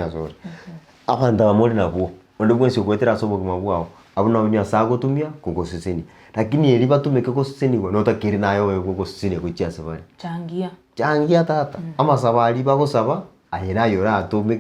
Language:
Gusii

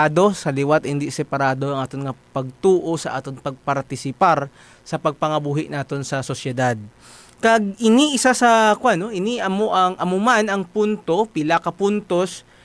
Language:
Hiligaynon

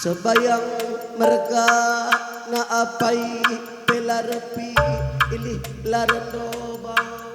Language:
Batak Karo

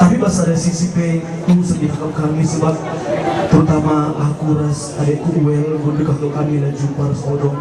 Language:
Batak Karo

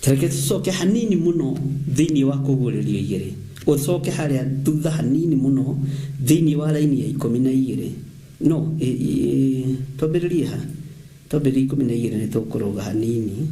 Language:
Kikuyu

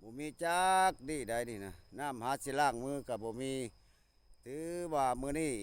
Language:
Lao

